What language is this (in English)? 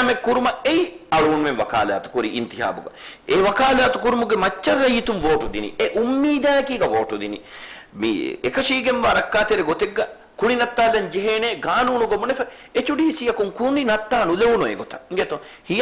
Divehi